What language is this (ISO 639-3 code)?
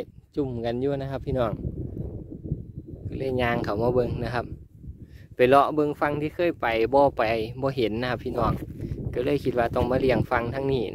tts